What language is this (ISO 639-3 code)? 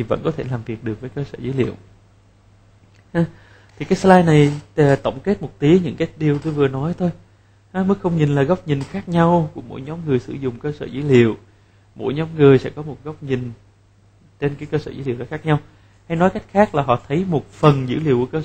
vie